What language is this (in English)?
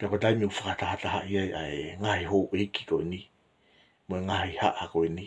Tongan